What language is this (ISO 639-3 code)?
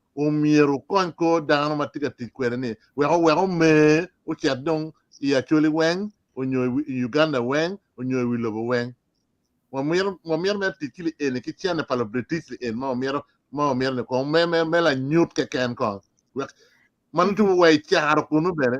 ach